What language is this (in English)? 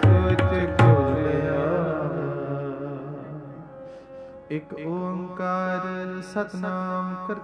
Punjabi